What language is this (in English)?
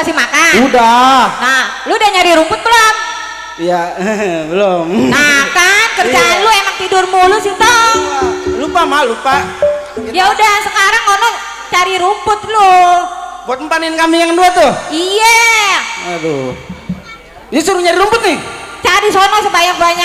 Betawi